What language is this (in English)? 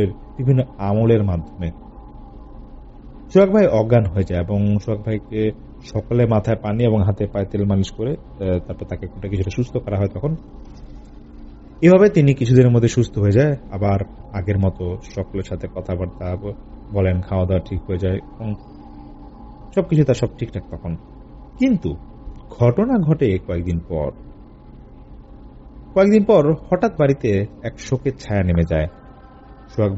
Bangla